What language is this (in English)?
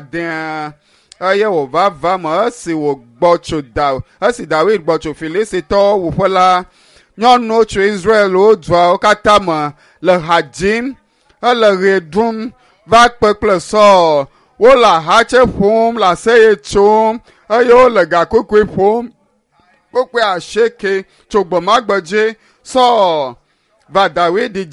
Ewe